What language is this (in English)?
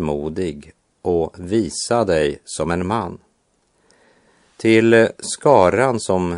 Swedish